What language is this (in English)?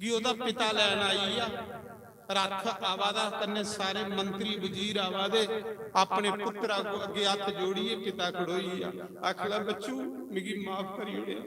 Dogri